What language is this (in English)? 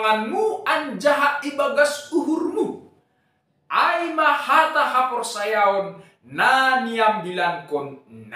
Batak Simalungun